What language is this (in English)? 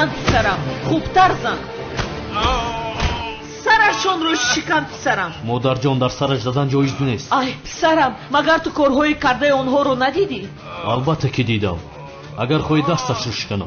Tajik